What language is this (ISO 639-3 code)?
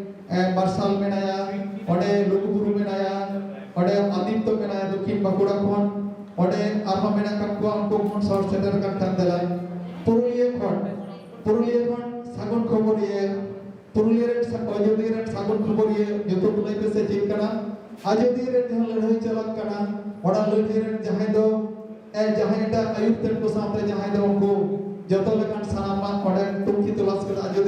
sat